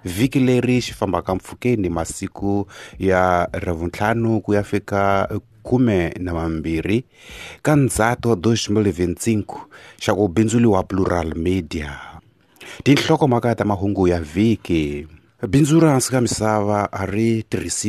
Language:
Tsonga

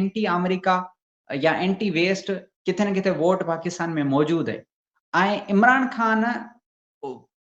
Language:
Sindhi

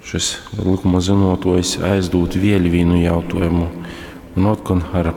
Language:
Latgalian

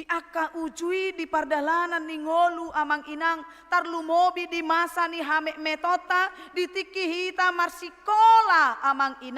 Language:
Batak Toba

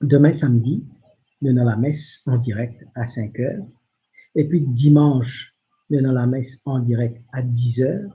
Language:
Morisyen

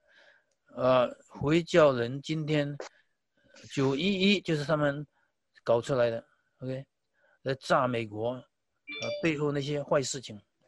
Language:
Chinese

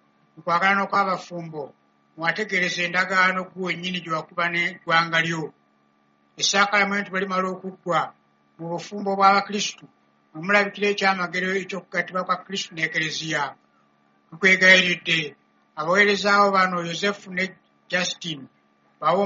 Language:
Ganda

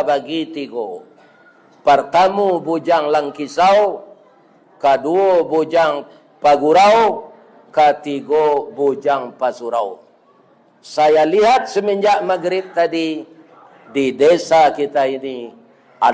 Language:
Minangkabau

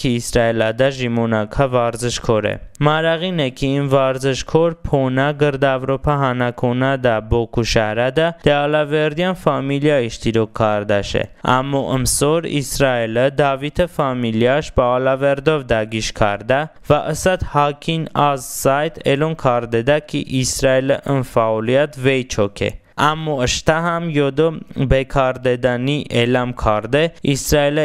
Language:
Talysh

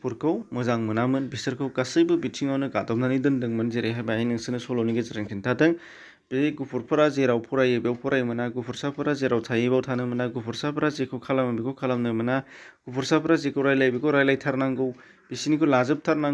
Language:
Bodo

